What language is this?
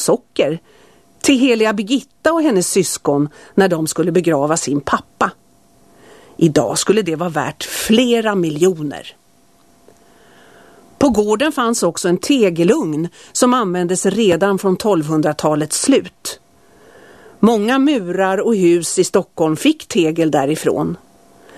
Swedish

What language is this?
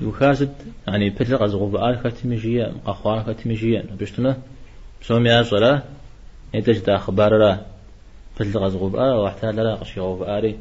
Kabardian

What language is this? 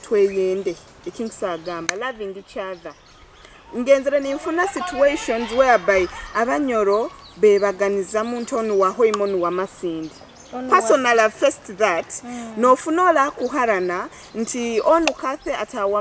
Nyoro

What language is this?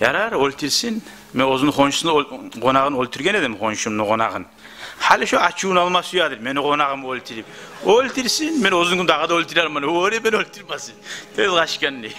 Kumyk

